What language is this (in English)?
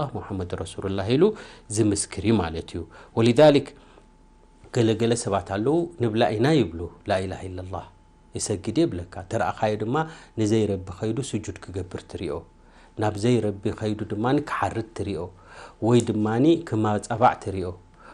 Tigrinya